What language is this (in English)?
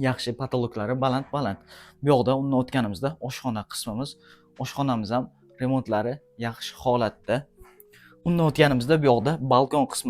Uzbek